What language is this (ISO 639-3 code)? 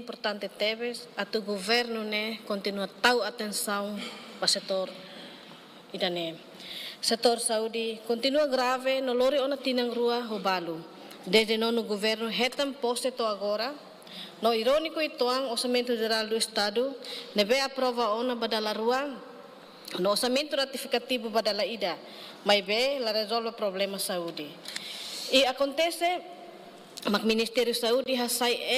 tet